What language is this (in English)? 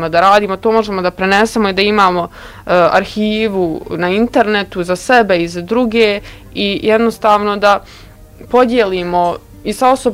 Bosnian